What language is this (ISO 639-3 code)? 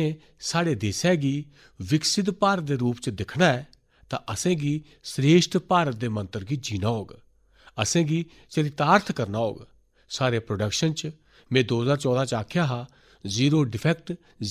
doi